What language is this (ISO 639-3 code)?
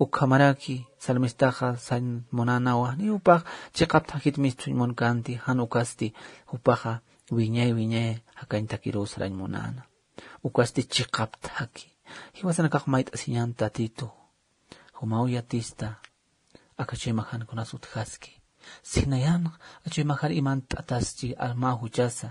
aym